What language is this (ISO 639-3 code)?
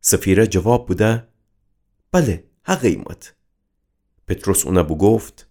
glk